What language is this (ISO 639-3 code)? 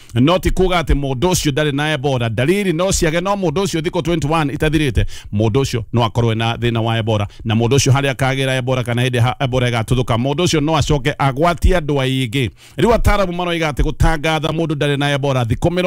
kik